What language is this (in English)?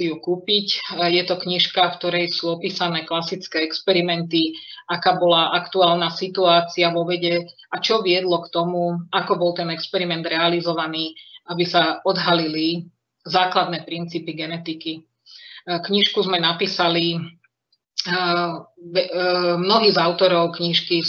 Slovak